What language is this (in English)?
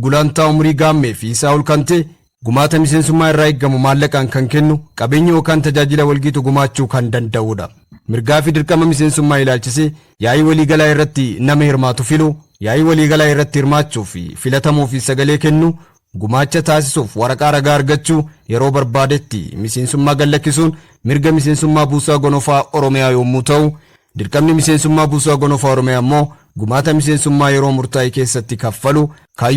Oromo